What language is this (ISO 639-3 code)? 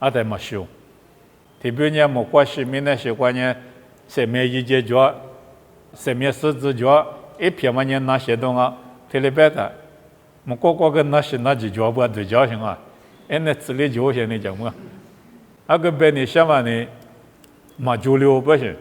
lis